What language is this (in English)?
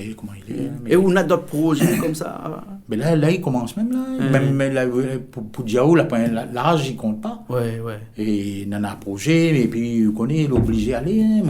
Réunion Creole French